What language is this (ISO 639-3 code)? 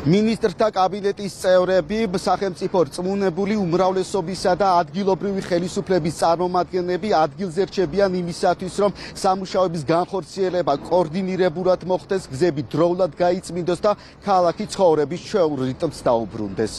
kat